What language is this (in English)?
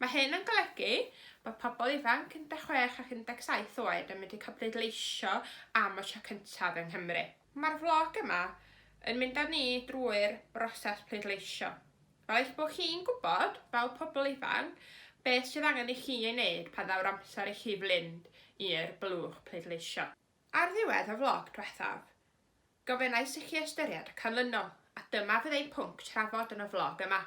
Welsh